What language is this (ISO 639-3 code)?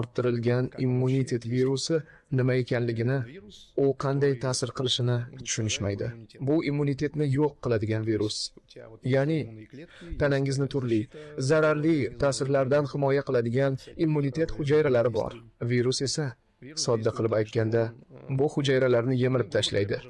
uzb